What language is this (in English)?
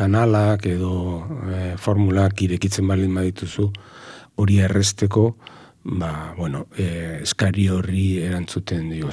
Basque